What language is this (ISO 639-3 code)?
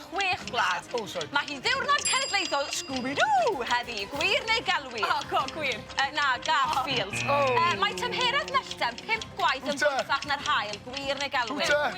cym